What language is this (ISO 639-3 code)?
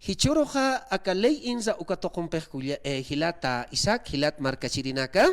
aym